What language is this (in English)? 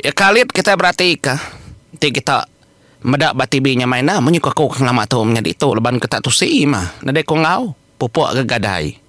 Iban